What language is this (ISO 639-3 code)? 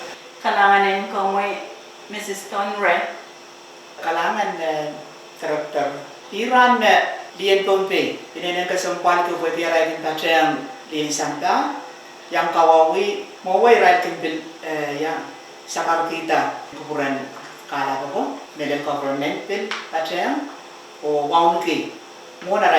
pon